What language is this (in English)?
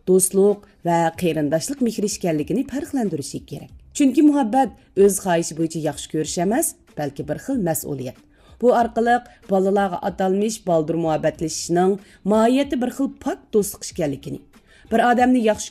Uyghur